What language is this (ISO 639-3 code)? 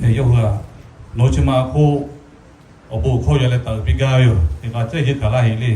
lhu